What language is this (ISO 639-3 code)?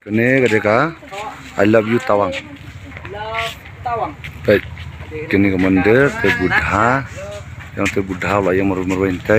kha